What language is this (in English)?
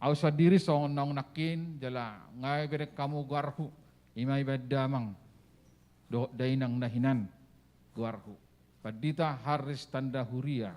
Batak Toba